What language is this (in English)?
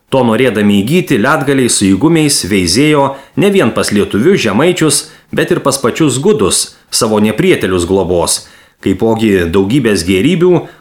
Lithuanian